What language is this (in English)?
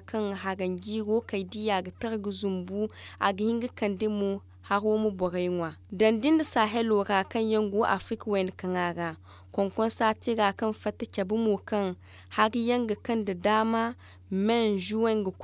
Zarma